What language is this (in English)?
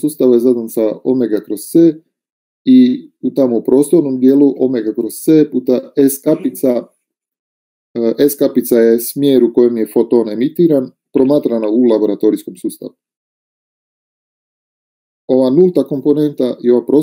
Croatian